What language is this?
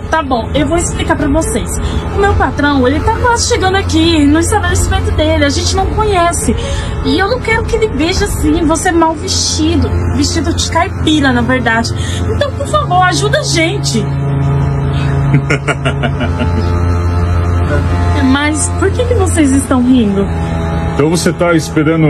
Portuguese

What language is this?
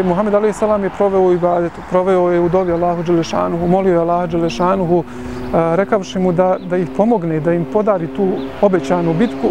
Bosnian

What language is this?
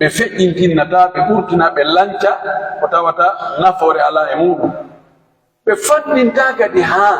Pular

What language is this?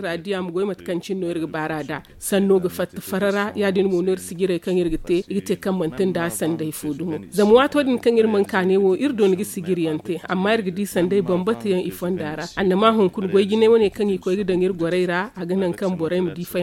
Zarma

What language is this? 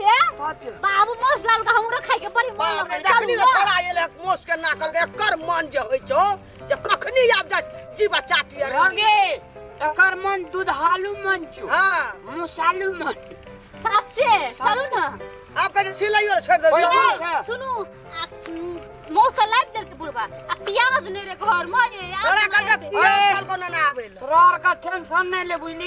Maithili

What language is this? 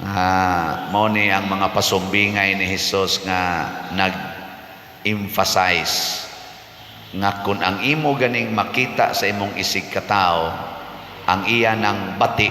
Cebuano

